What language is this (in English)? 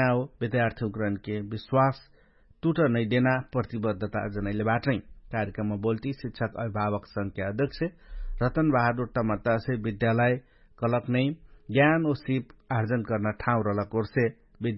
Dangaura Tharu